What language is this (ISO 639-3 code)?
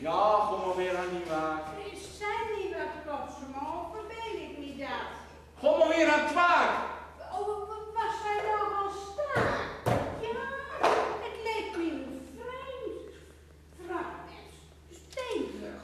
gos